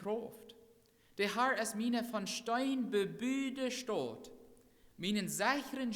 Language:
Plautdietsch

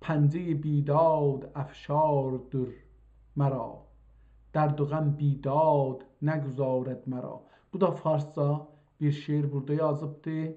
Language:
South Azerbaijani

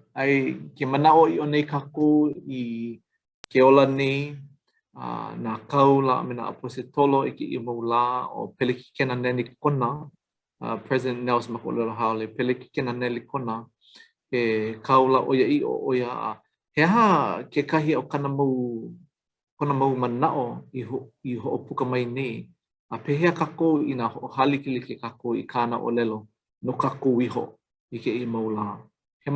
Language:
Hawaiian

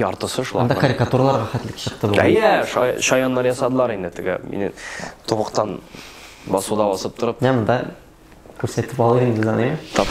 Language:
Tatar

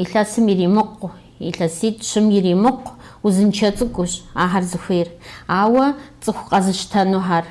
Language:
Kabardian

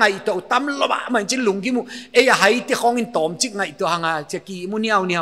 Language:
Paite Chin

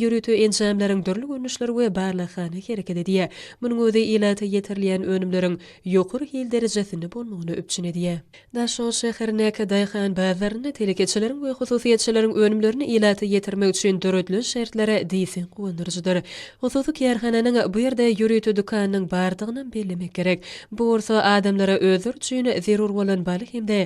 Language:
Turkmen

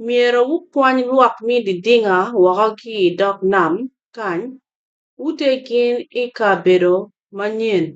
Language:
Acoli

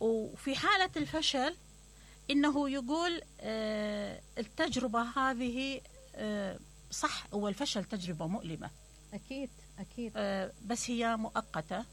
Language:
Mesopotamian Arabic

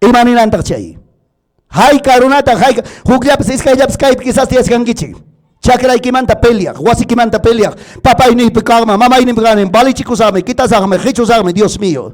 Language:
Ayacucho Quechua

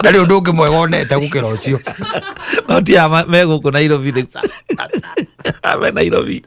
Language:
Kikuyu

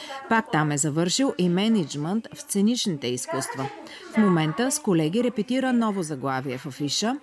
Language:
Bulgarian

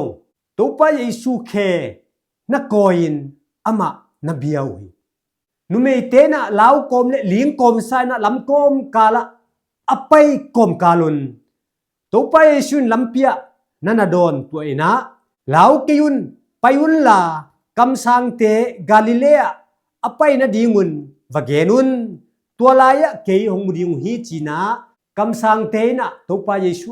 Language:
Tedim Chin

